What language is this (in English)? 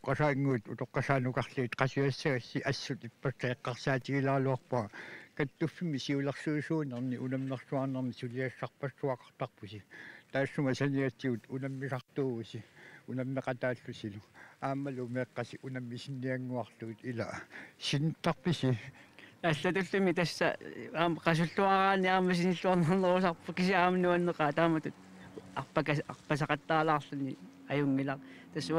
Kalaallisut